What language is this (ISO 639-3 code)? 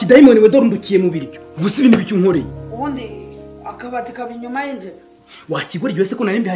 kin